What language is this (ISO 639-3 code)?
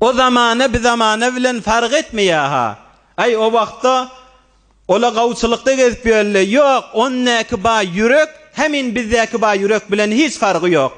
tuk